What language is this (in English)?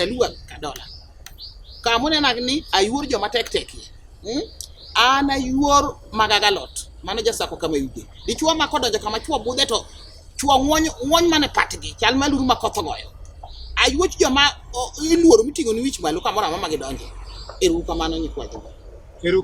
Luo (Kenya and Tanzania)